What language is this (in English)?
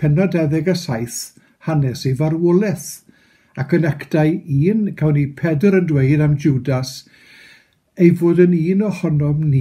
Welsh